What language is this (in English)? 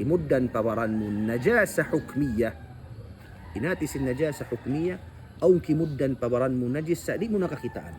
Tausug